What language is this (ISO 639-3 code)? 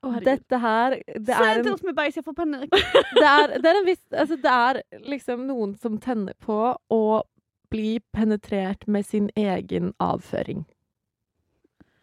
nor